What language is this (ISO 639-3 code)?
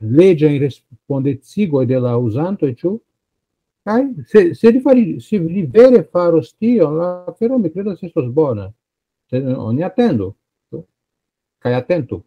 epo